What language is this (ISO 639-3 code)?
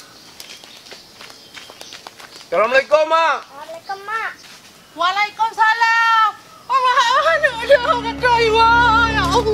msa